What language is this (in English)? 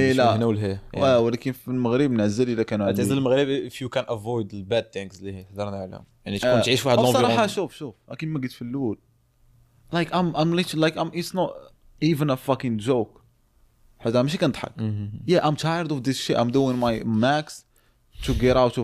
Moroccan Arabic